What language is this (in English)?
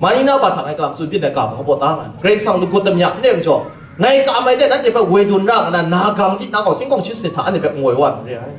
Kachin